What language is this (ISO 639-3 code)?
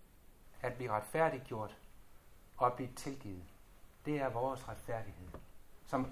dan